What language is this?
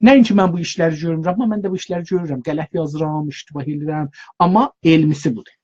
South Azerbaijani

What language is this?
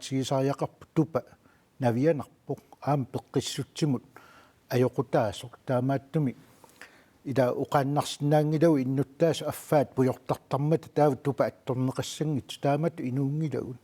Kalaallisut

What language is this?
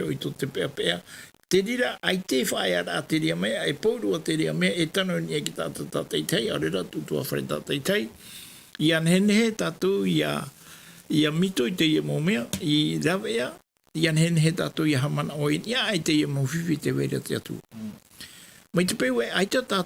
Tahitian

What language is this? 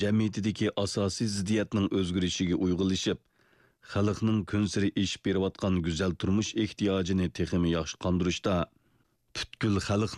Uyghur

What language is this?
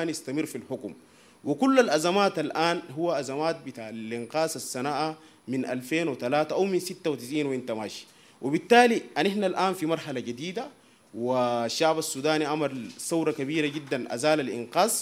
Sudanese Arabic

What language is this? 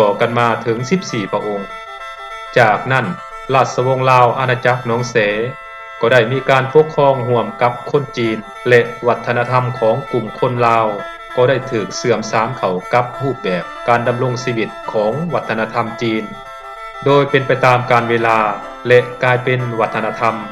Lao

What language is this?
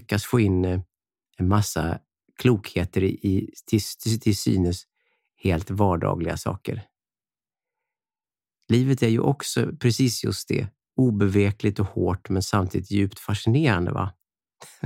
Swedish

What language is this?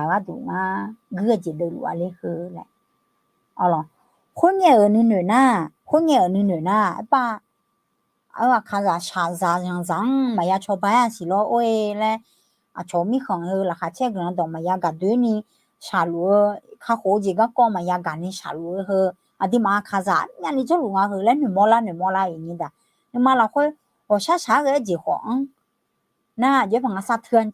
Akha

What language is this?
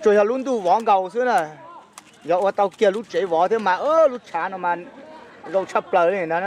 Hmong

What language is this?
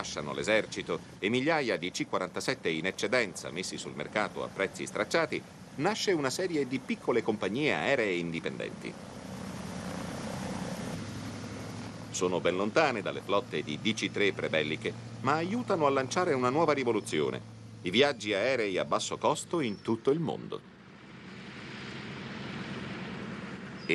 Italian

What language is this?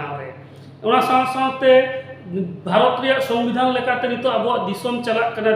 Santali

